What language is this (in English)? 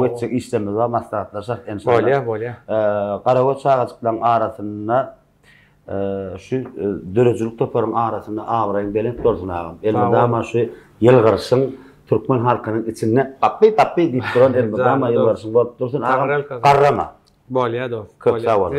Turkmen